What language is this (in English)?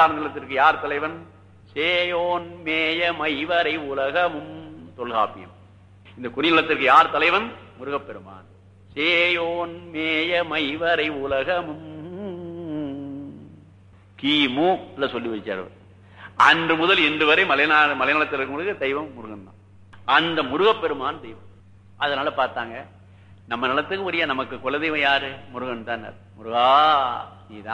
Tamil